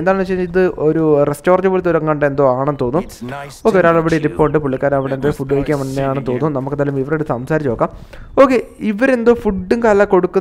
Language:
Malayalam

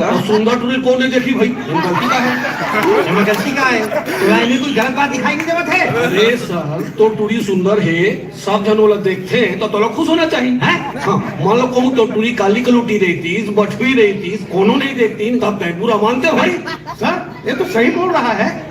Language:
Chhattisgarhi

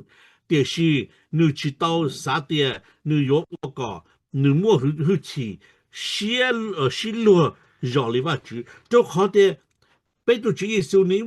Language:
Hmong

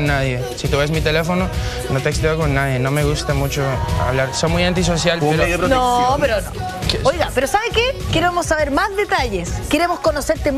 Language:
Spanish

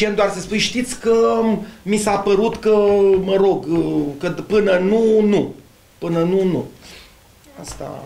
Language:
Romanian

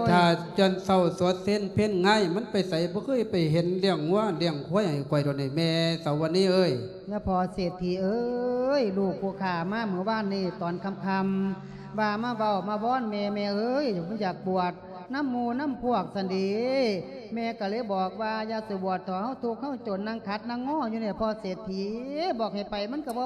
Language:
Lao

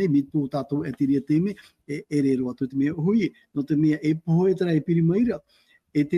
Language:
Tahitian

